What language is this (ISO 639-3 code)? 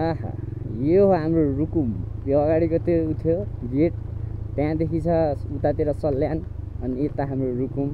nep